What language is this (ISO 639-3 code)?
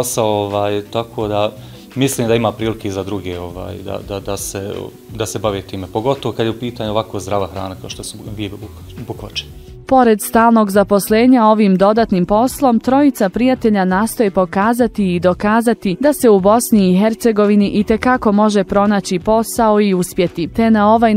bos